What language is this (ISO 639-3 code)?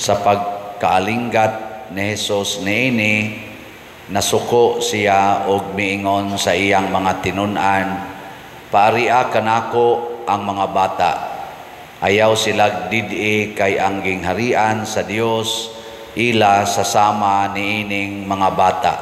ceb